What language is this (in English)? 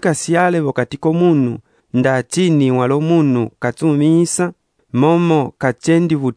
Umbundu